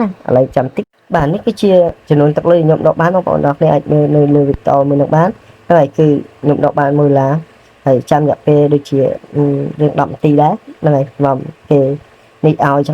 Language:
Khmer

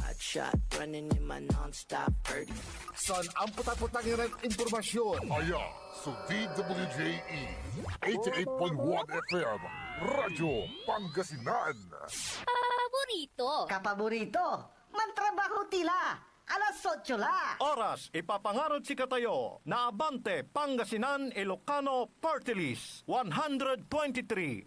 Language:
Pangasinan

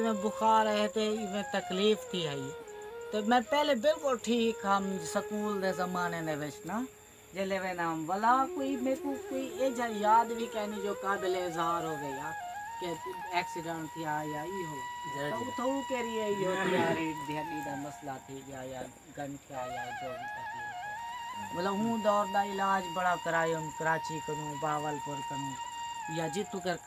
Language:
Saraiki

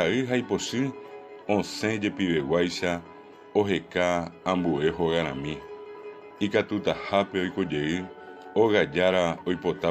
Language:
Guarani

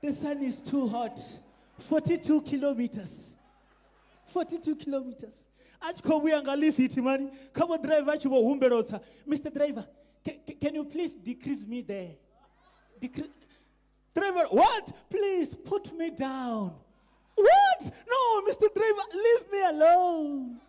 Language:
Venda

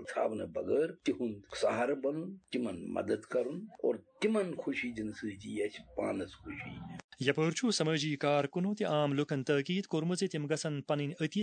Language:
Kashmiri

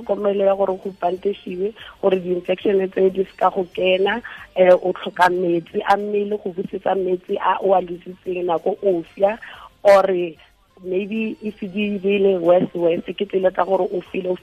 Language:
Tswana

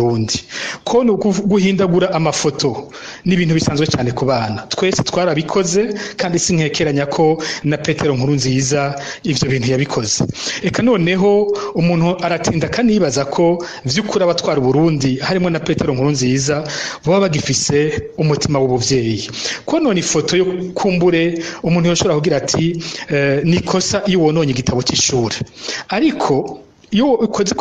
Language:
Rundi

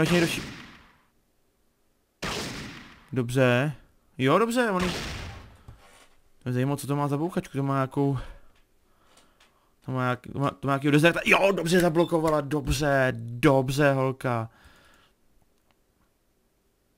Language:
Czech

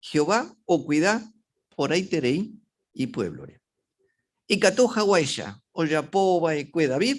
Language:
Guarani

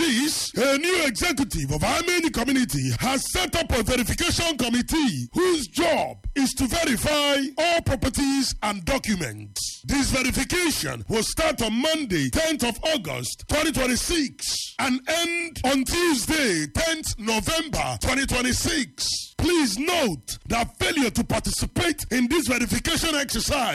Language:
English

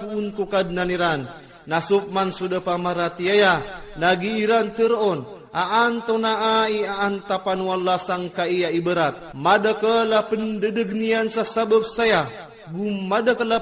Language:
Iranun (Philippines)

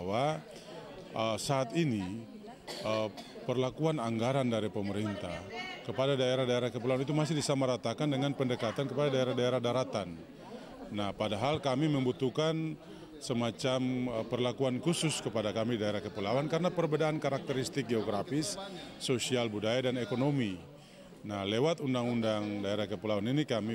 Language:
Indonesian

